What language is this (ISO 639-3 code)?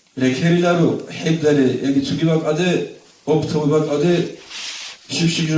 ava